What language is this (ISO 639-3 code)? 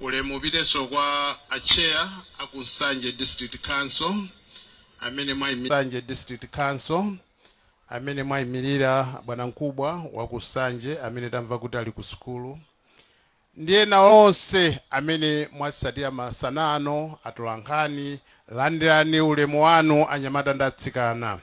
nya